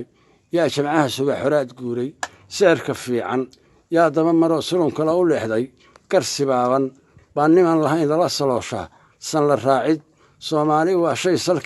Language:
Somali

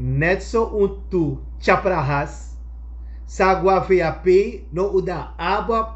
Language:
Sranan Tongo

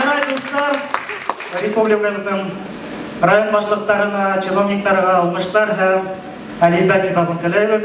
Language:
Bashkir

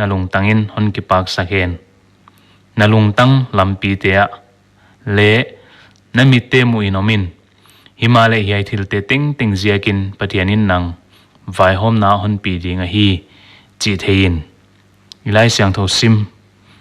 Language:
Paite Chin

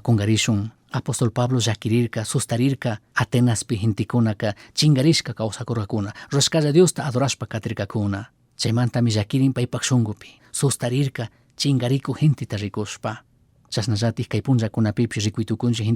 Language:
Chimborazo Highland Quichua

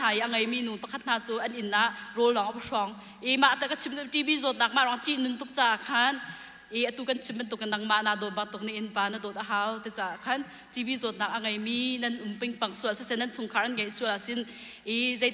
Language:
Hakha Chin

